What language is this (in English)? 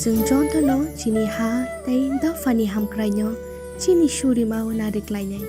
Kok Borok